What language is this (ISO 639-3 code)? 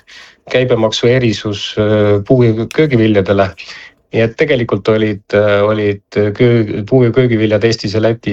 est